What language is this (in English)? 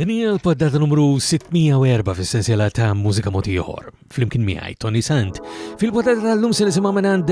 Maltese